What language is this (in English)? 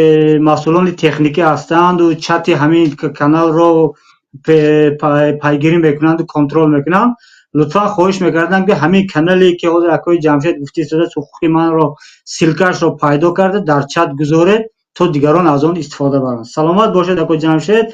Tajik